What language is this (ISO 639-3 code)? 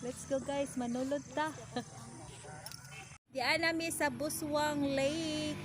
ceb